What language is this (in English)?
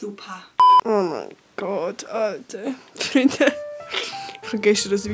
Swiss German